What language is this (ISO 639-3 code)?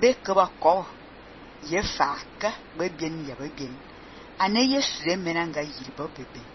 fan